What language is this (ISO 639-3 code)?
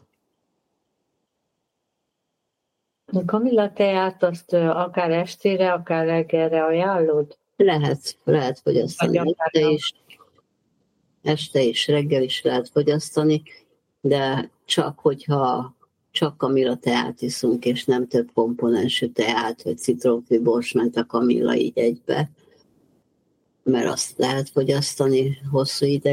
hun